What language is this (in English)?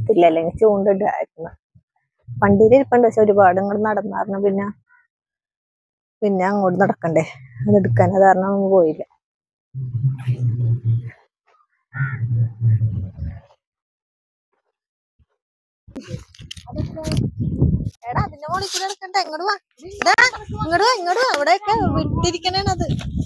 Malayalam